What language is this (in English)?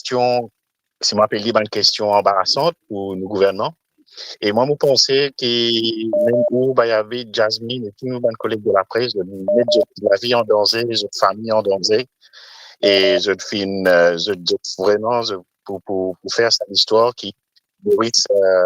Morisyen